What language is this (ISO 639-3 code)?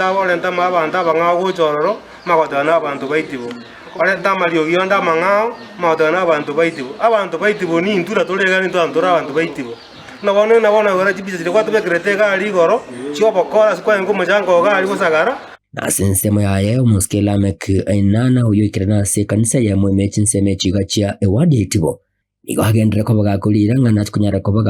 guz